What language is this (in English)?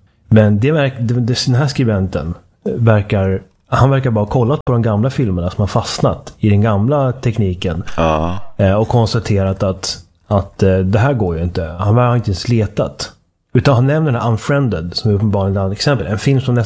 Swedish